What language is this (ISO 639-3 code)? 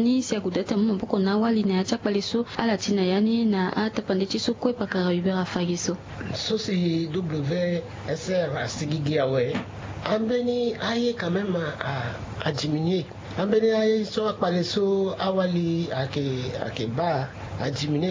sag